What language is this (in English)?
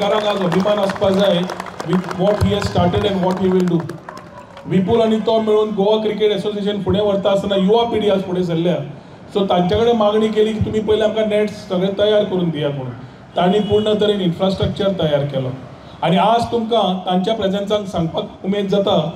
Konkani